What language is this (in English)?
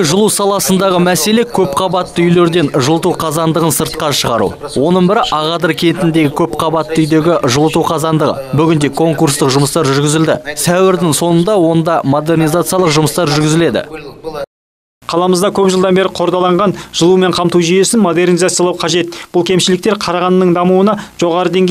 Kazakh